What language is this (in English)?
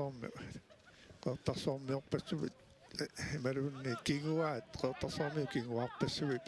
Kalaallisut